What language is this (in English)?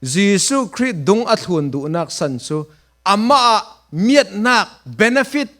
Falam Chin